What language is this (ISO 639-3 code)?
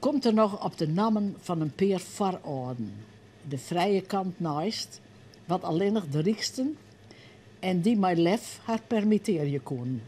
fry